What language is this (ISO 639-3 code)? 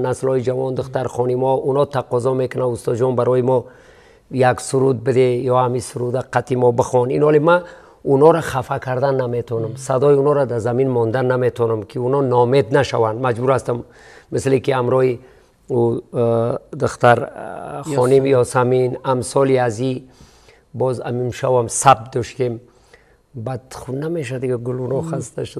tgk